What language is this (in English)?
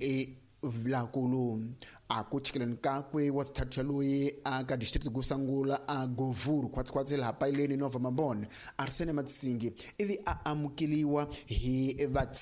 Tsonga